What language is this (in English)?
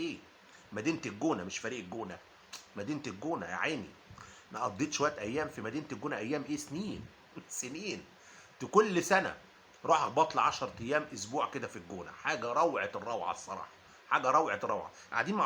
Egyptian Arabic